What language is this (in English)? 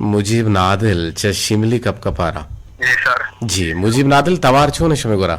Eastern Balochi